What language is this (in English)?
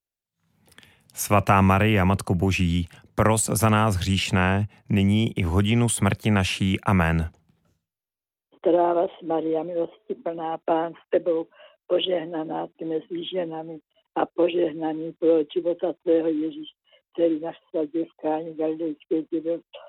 Czech